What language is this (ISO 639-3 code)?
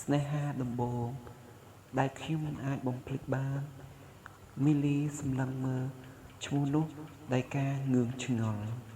khm